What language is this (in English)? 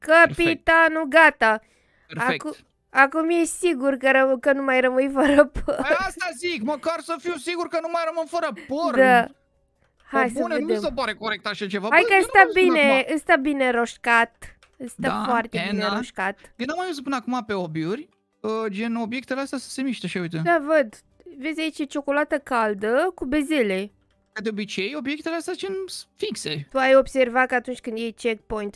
Romanian